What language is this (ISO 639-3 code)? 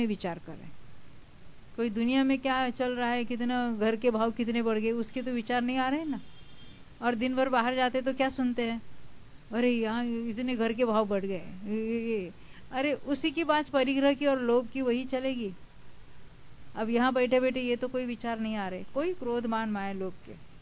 hin